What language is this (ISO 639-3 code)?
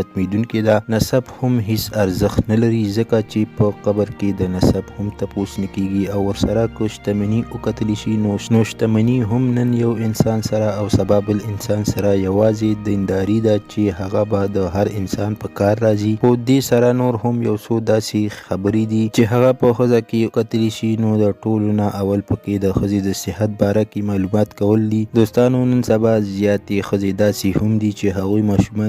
pus